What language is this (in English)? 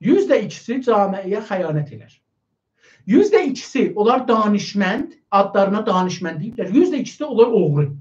South Azerbaijani